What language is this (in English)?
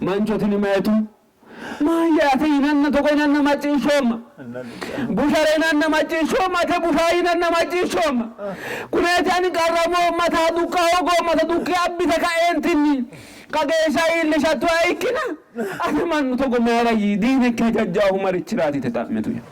Sidamo